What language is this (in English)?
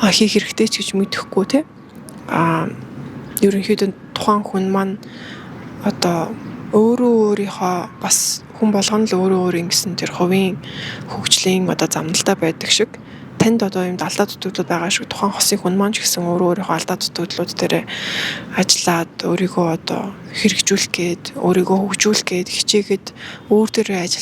Mongolian